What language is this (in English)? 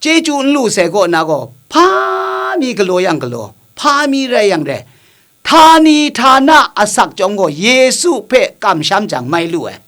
Kachin